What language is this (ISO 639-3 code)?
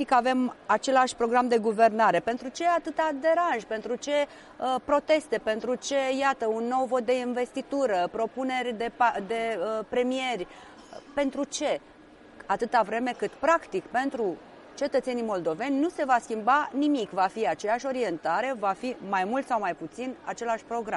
ron